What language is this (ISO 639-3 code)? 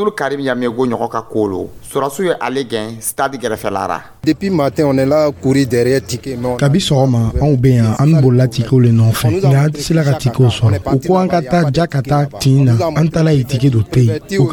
dyu